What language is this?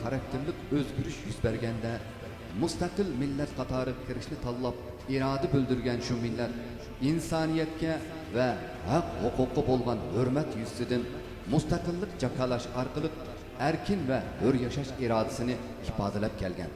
Uyghur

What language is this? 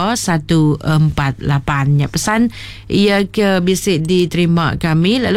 Iban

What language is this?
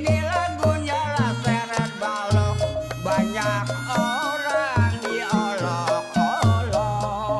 Betawi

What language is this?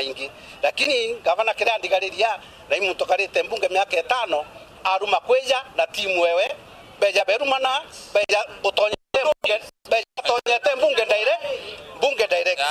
Meru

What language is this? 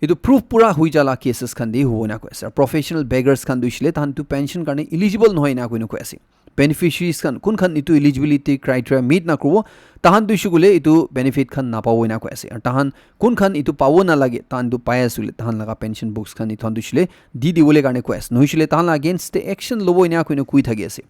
Naga Pidgin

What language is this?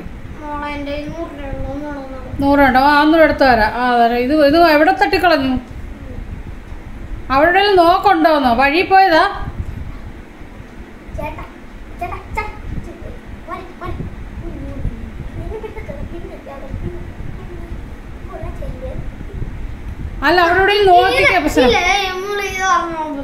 Malayalam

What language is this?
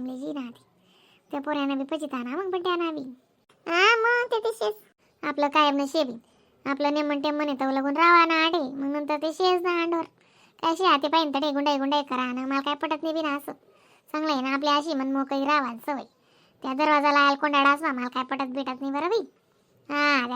Khandesi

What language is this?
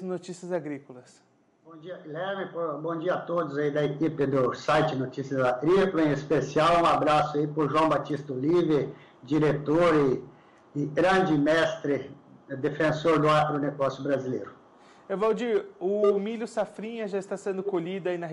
Portuguese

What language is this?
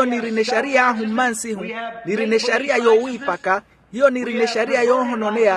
Makhuwa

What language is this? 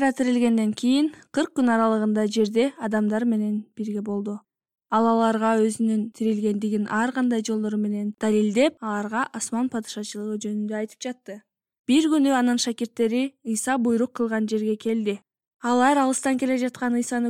Kyrgyz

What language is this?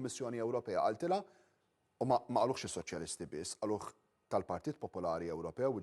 Maltese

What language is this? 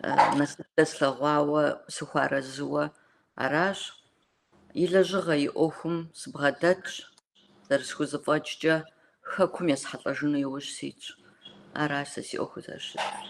Kabardian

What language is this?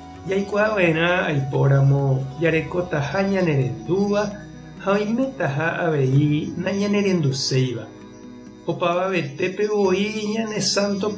Guarani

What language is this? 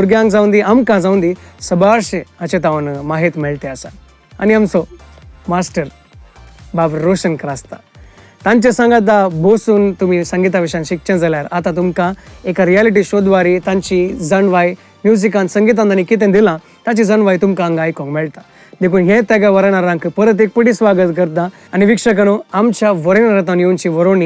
Konkani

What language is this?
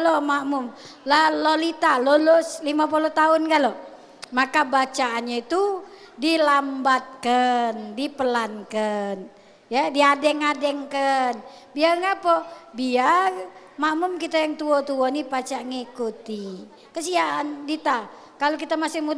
Musi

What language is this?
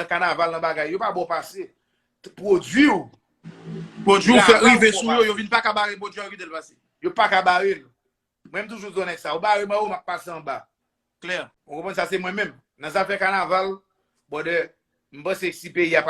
Haitian Creole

